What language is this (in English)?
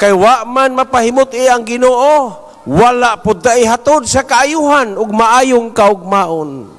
Cebuano